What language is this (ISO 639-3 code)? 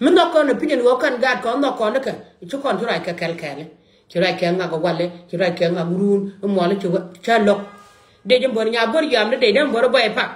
nus